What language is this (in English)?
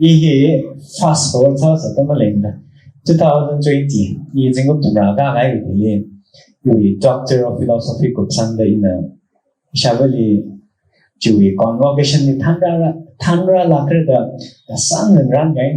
Tangkhul Naga (India)